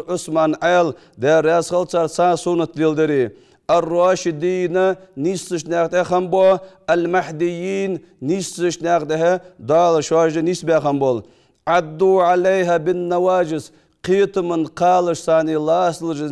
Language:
Ingush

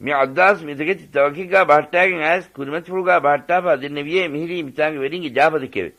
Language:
Divehi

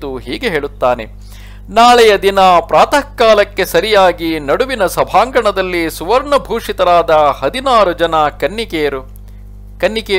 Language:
Kannada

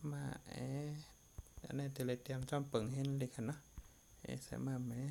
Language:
Shan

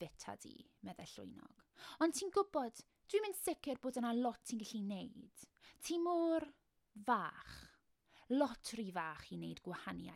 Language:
Welsh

